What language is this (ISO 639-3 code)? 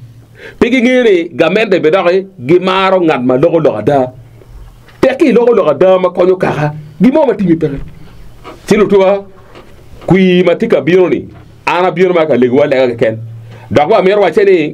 ach